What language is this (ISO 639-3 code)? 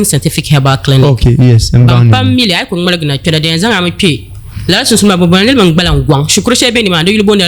dag